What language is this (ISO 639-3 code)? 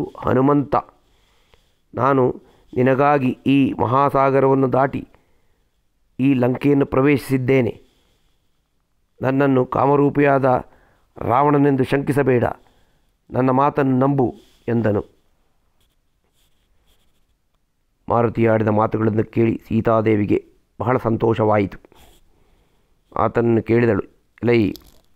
kan